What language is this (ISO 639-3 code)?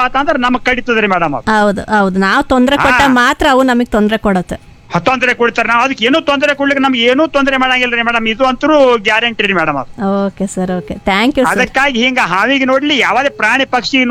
kan